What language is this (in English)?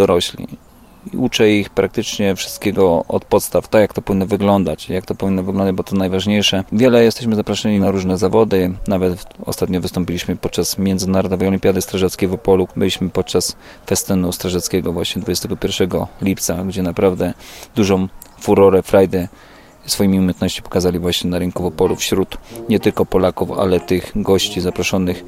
Polish